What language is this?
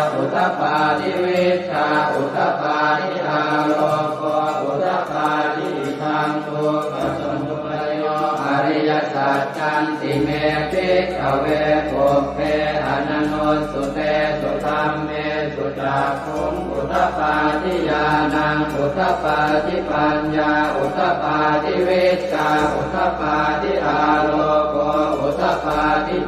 Pali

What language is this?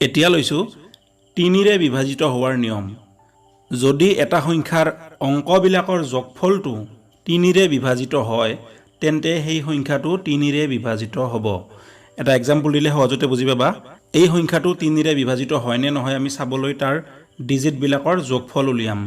Assamese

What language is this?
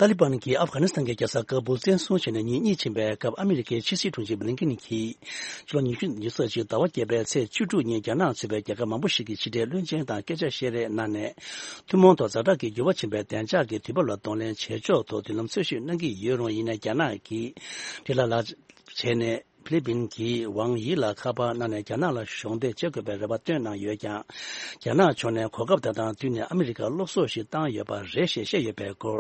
Tibetan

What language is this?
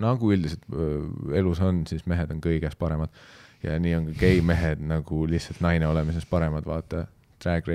Estonian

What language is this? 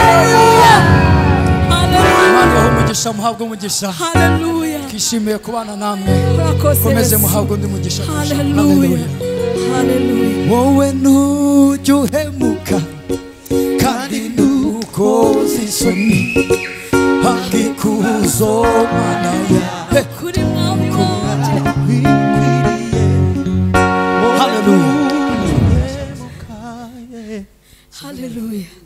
Kinyarwanda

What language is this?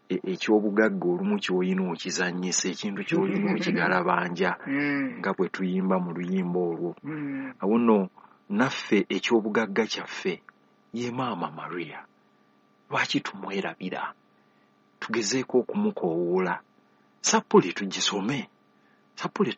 Ganda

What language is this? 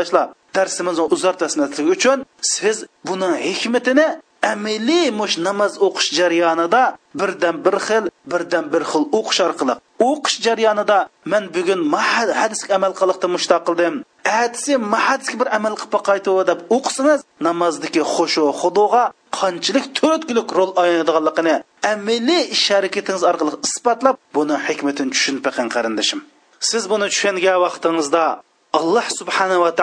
Uyghur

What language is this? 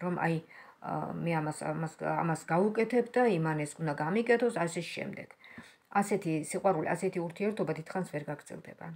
Georgian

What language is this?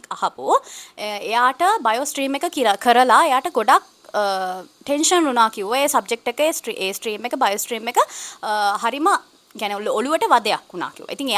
Sinhala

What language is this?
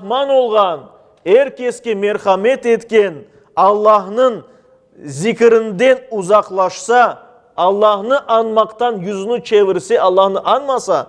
Crimean Tatar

